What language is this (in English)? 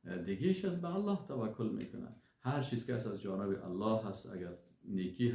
Persian